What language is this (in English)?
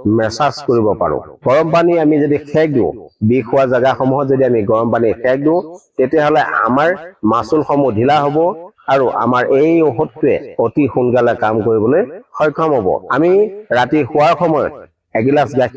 Assamese